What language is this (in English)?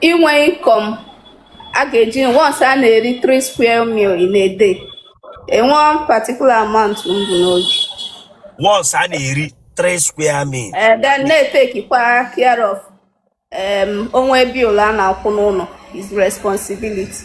Igbo